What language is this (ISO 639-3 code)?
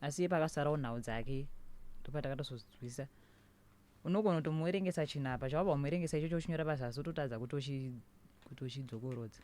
sna